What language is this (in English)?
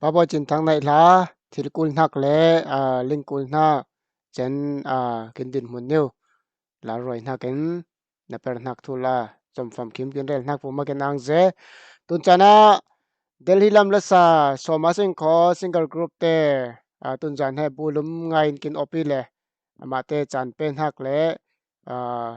Falam Chin